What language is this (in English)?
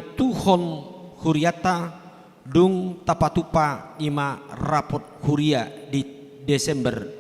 Batak Toba